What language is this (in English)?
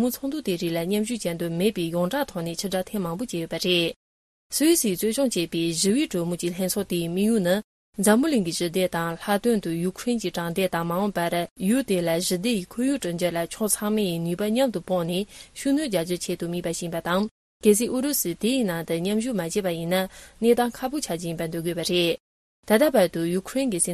Tibetan